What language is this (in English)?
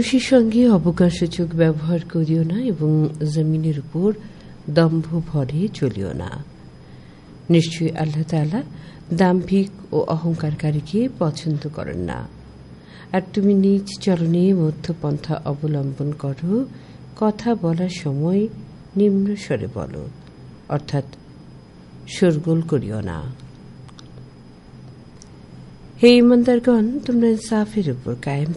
Bangla